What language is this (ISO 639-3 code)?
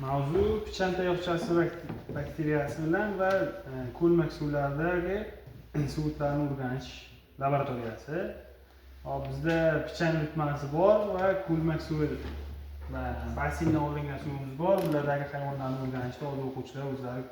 uzb